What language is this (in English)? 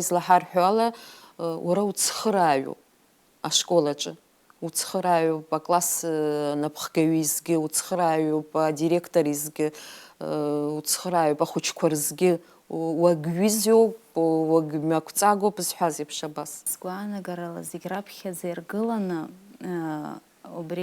Abkhazian